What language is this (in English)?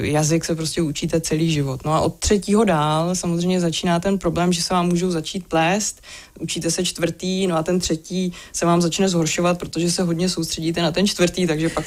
Czech